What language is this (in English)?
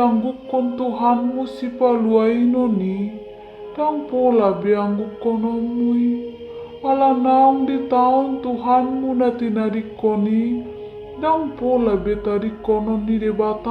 Batak Toba